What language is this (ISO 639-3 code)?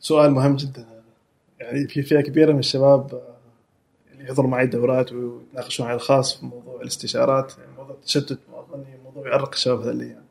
afb